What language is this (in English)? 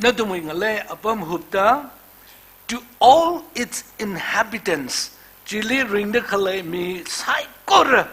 Tangkhul Naga (India)